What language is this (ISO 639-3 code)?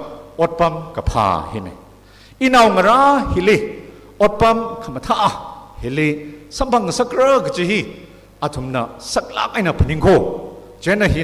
nmf